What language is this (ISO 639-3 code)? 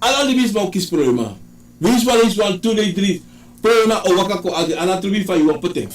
srn